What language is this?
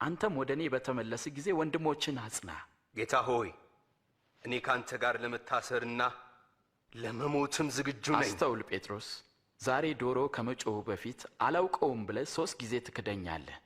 Amharic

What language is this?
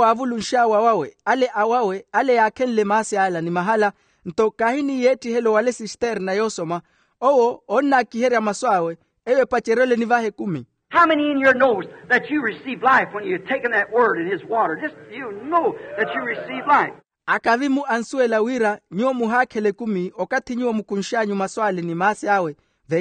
Makhuwa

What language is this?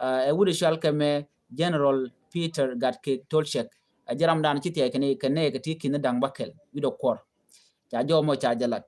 Nuer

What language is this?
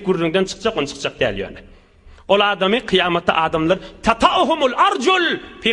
Turkmen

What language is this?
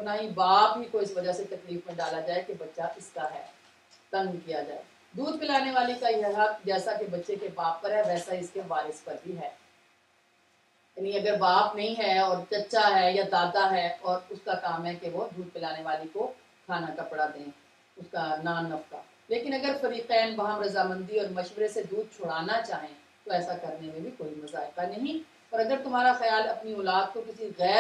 Urdu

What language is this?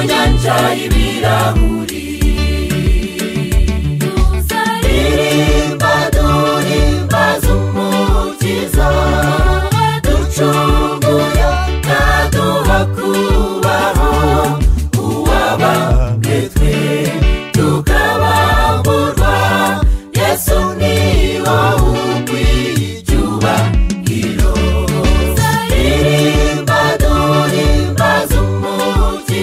Kinyarwanda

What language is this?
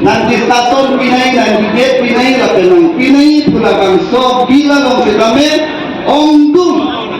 Karbi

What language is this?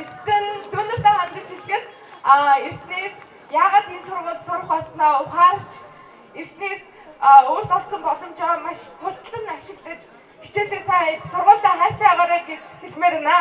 Mongolian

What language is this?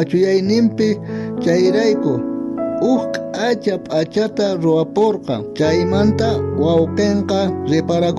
South Bolivian Quechua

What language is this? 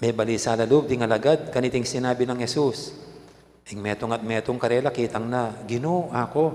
Pampanga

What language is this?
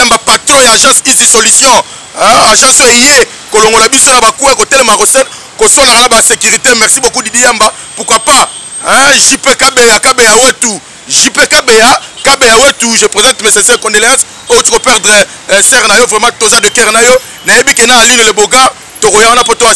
Lingala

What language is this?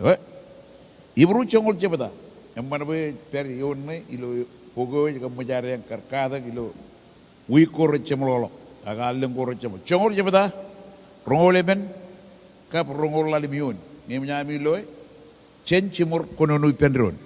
Marshallese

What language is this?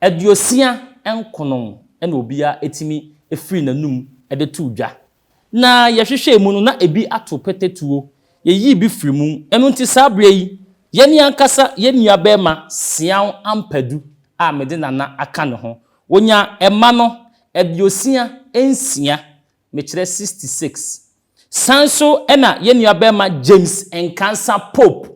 Akan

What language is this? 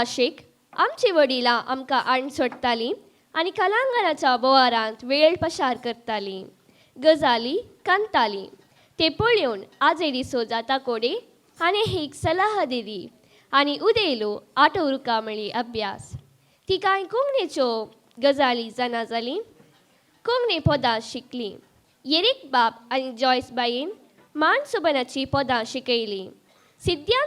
Konkani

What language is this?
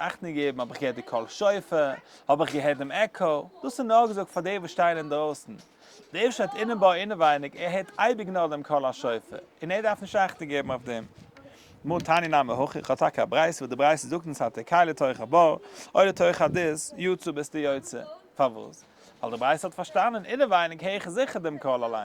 Yiddish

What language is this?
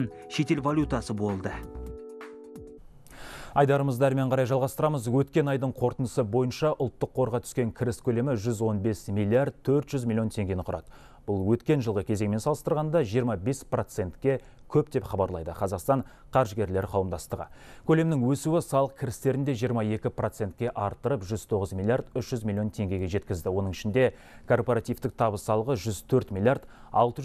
Kazakh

